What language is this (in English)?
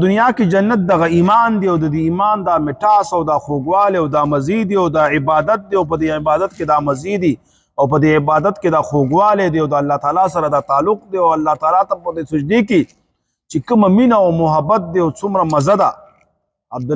Pashto